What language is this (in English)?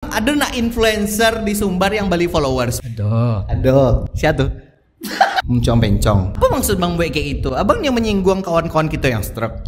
Minangkabau